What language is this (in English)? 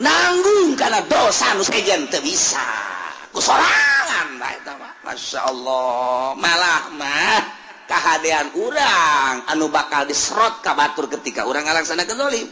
Sundanese